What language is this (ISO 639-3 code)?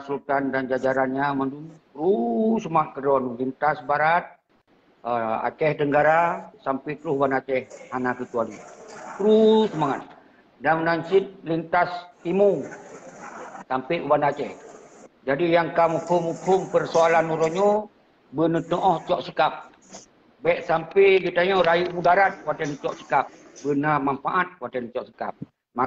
ace